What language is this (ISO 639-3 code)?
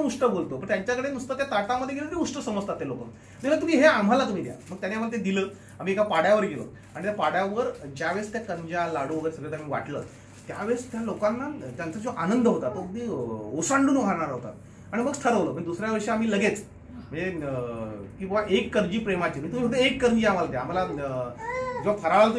mar